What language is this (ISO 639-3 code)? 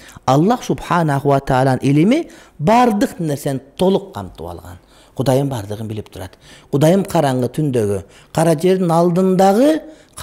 kir